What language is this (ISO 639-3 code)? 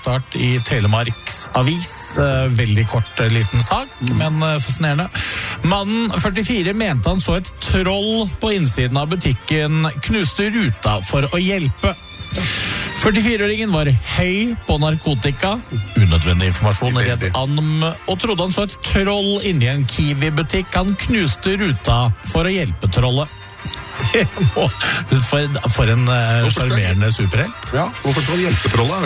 nor